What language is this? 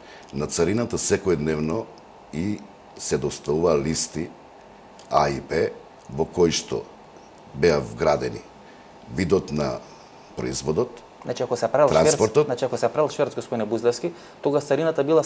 Macedonian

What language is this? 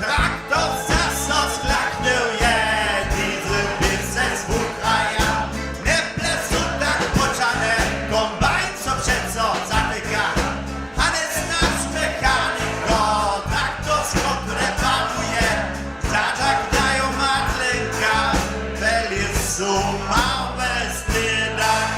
Upper Sorbian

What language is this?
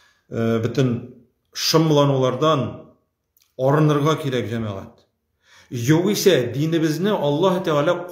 Tatar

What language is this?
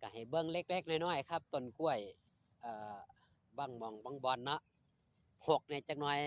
Northeastern Thai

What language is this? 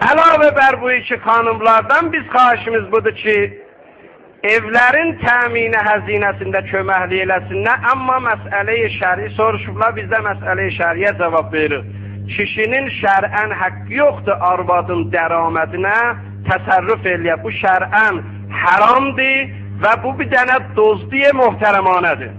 South Azerbaijani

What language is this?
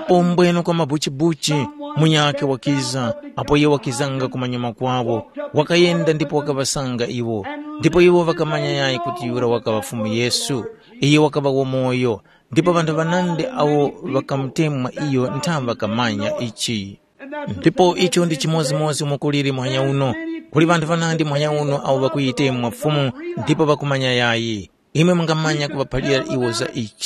Tumbuka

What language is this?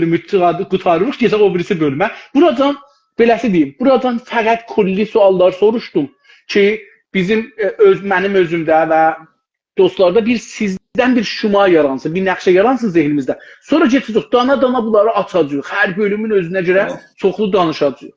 South Azerbaijani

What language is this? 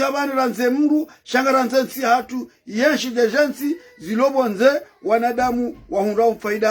Ngazidja Comorian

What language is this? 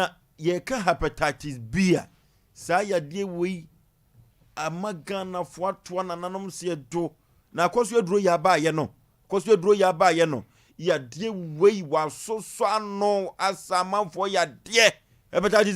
Akan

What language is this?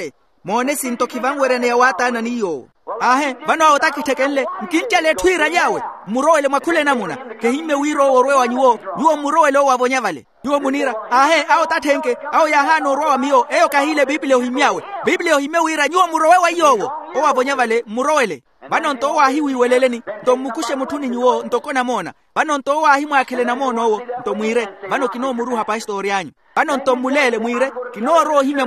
Makhuwa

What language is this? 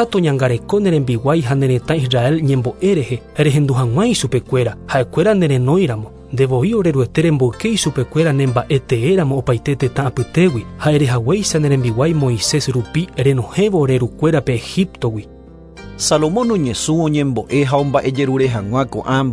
Guarani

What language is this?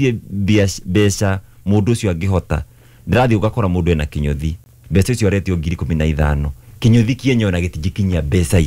Kikuyu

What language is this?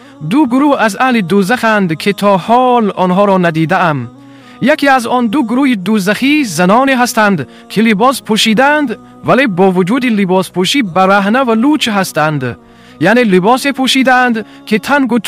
Tajik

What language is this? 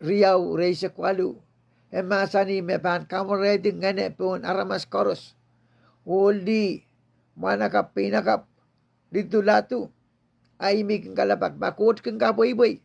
Pohnpeian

